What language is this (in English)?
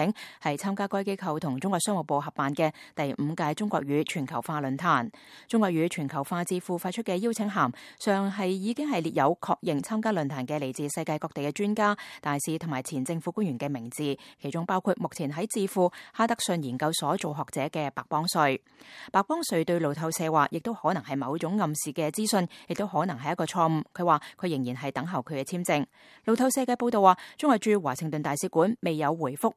Cantonese